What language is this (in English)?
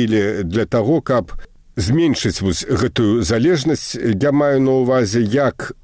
Belarusian